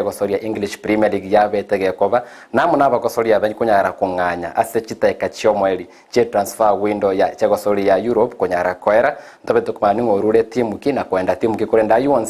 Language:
Gusii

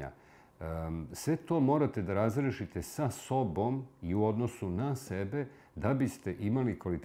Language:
Serbian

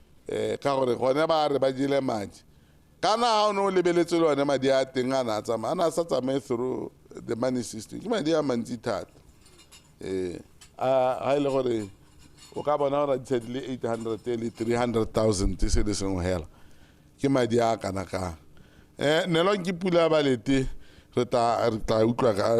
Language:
Tswana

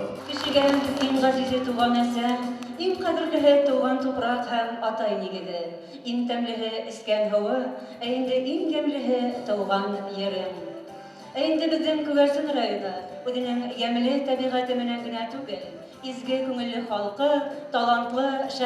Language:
Bashkir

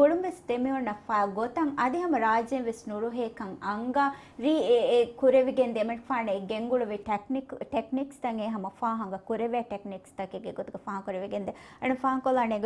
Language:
Divehi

